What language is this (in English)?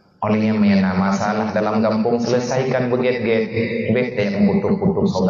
Achinese